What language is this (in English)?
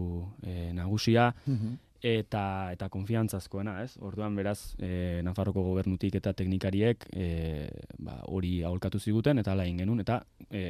Basque